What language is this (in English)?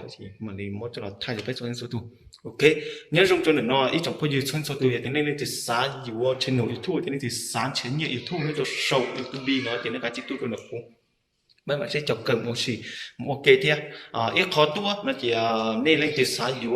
Hmong